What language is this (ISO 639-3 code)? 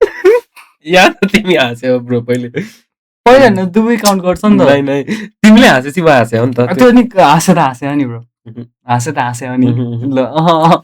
nep